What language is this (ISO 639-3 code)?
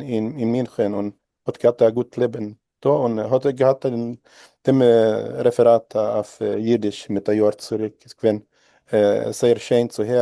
yid